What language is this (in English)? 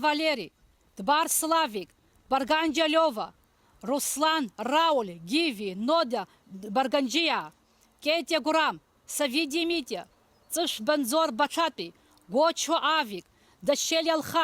Abkhazian